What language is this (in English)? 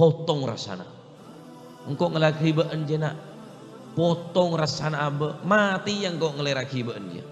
Madurese